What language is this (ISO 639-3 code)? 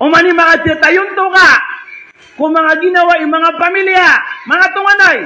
mrw